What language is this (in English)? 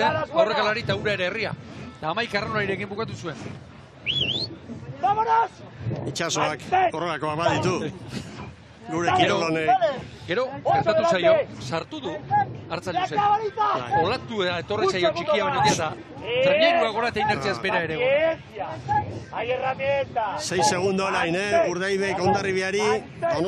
Basque